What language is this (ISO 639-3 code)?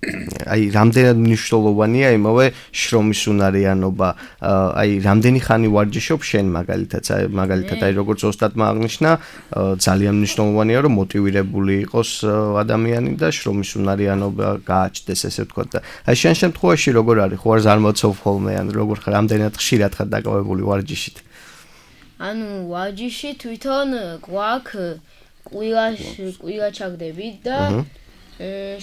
kat